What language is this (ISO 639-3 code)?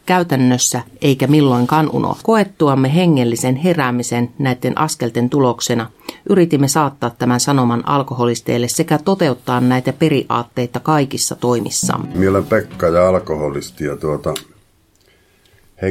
fin